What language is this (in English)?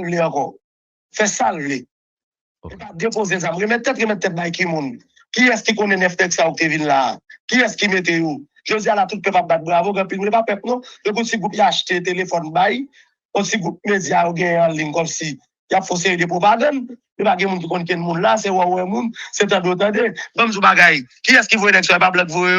Haitian Creole